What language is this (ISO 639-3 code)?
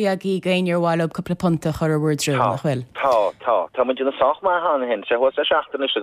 gle